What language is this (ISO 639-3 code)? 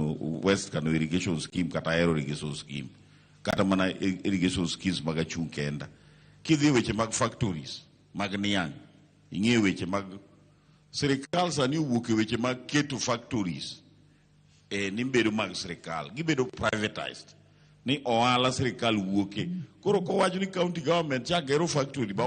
luo